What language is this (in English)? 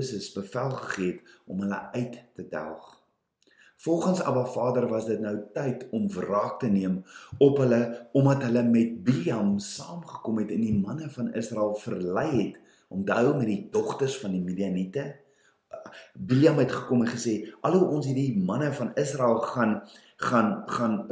Afrikaans